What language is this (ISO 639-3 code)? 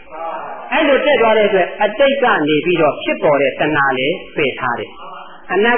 mya